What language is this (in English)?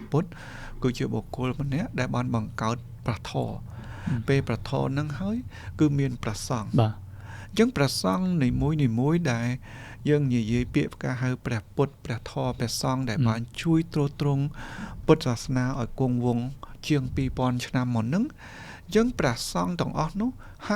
Khmer